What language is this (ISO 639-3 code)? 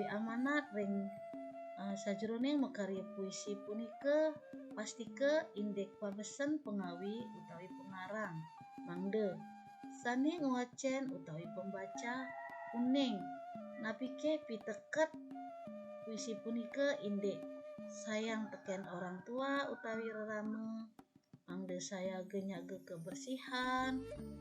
ban